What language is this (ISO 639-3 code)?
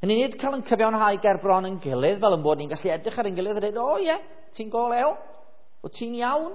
cym